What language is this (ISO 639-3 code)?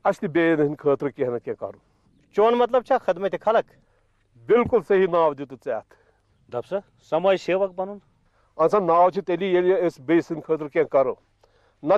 kas